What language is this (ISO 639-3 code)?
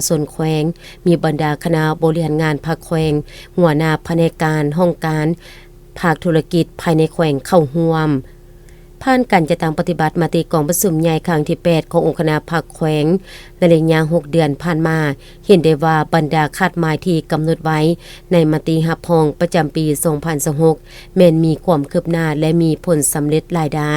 lao